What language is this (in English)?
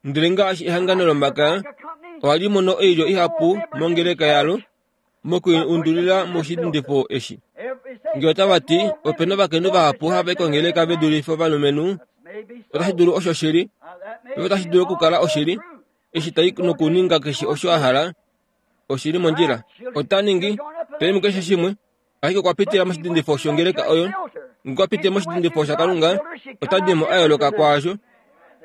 Kuanyama